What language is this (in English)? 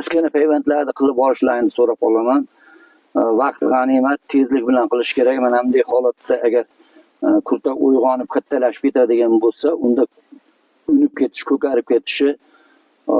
Uzbek